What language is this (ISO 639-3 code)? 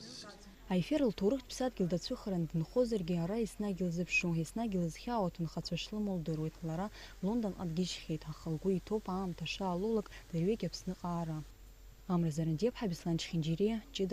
abk